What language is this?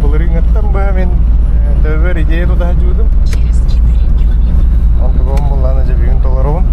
Yakut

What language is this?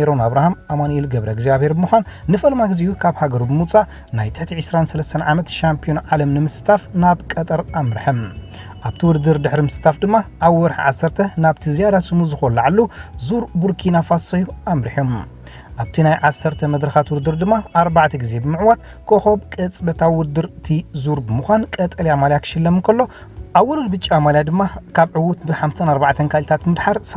Tigrinya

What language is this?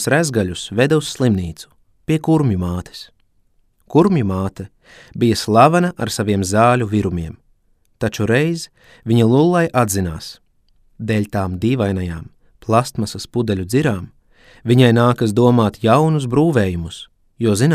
Latvian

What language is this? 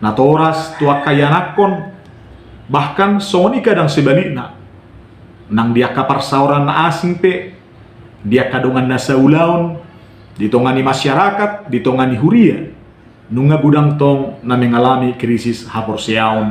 Batak Toba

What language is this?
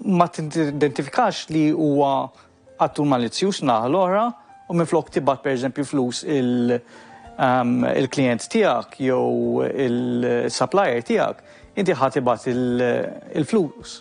Maltese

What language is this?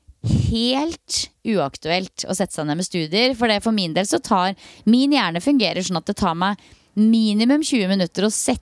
Norwegian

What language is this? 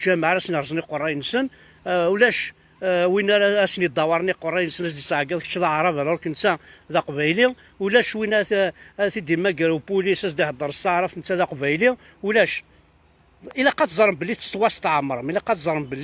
Kabyle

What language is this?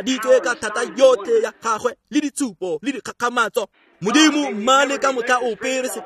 Tswana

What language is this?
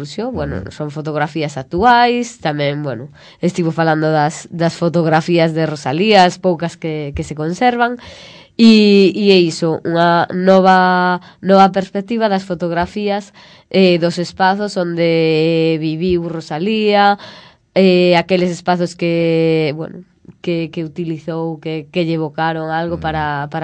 Galician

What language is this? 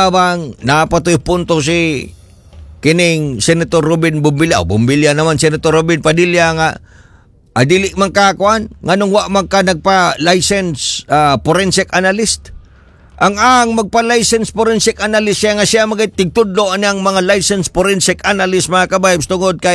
Cebuano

